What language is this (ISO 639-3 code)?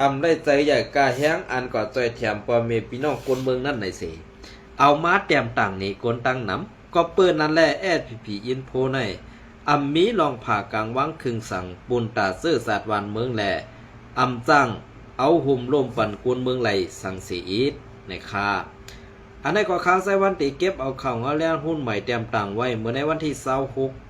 shn